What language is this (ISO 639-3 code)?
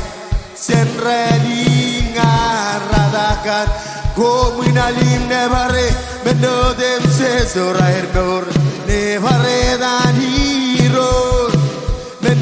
mah